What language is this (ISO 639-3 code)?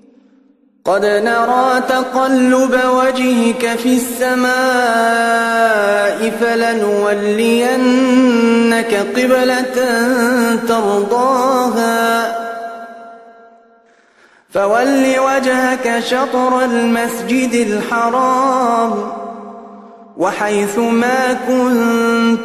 ara